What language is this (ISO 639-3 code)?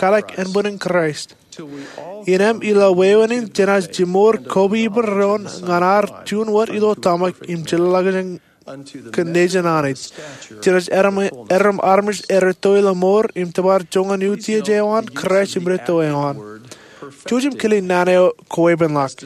mah